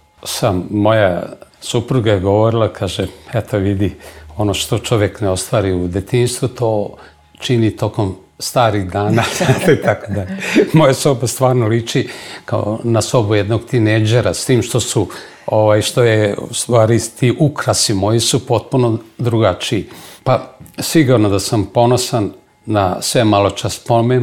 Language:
Serbian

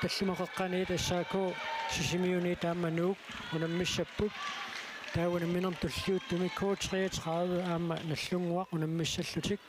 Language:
Kalaallisut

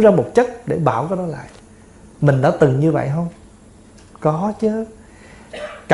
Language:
Vietnamese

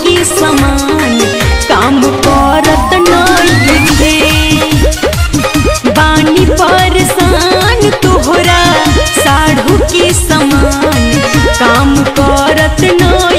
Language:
Bhojpuri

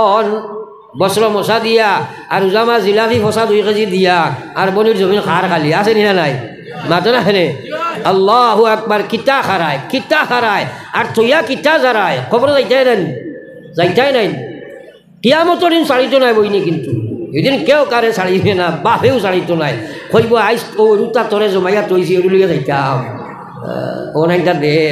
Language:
Sylheti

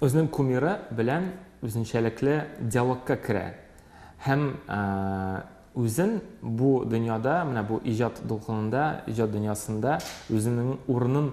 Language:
Tatar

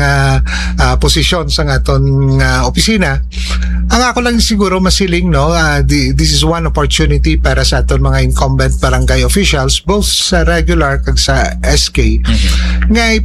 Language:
Hiligaynon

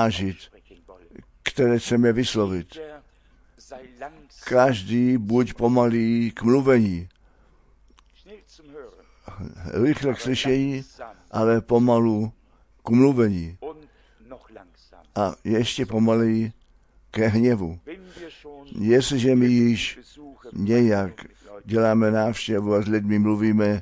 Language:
Czech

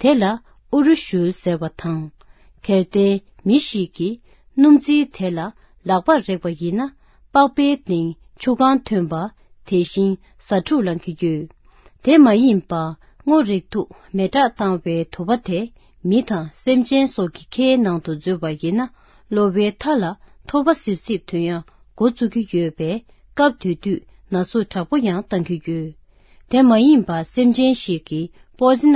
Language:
Tibetan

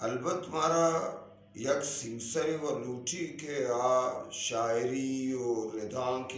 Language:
Eastern Balochi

